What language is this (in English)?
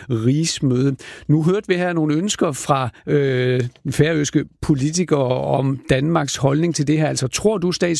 Danish